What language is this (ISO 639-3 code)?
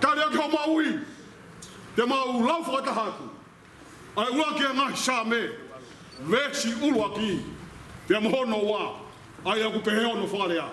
ton